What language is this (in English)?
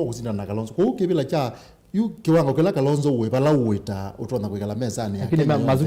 Kamba